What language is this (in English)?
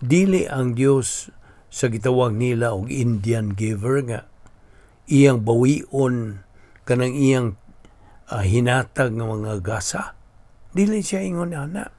Cebuano